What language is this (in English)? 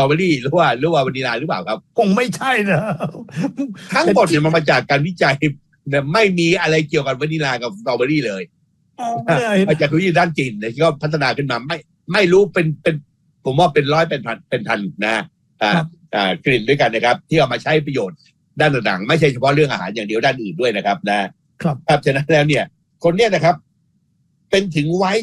Thai